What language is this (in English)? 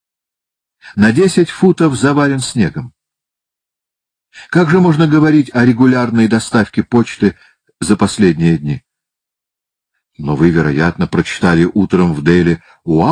Russian